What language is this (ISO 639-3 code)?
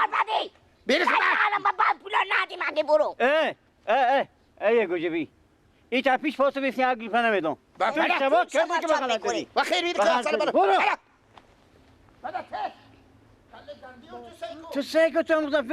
fas